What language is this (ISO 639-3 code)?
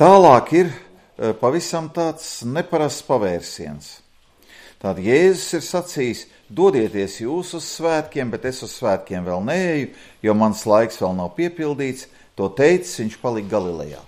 lav